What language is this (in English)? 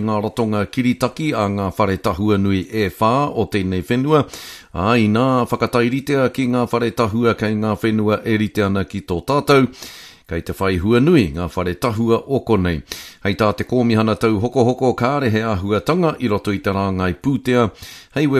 Māori